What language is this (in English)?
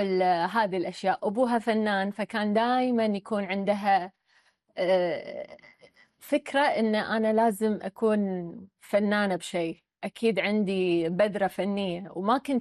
Gulf Arabic